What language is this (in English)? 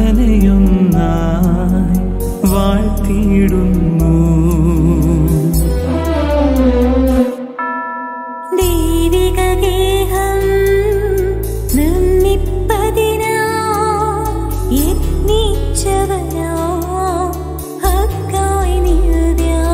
Malayalam